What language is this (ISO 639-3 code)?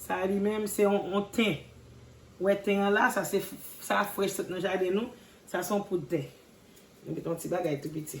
hat